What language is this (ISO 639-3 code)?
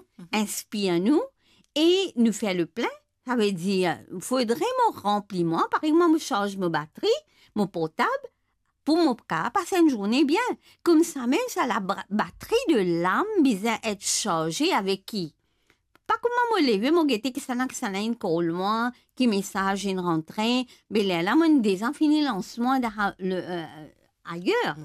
mfe